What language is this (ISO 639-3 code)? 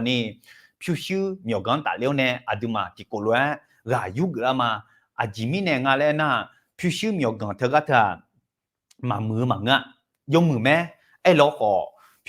ahk